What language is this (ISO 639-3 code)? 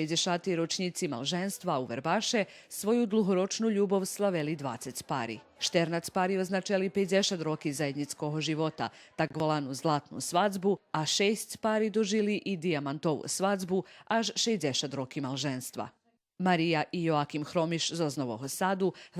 rue